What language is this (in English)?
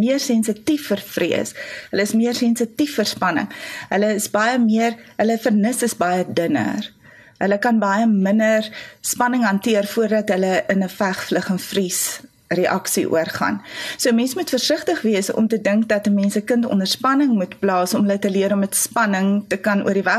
Afrikaans